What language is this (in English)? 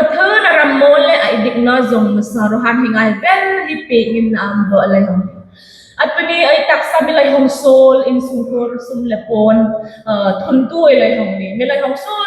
Hmar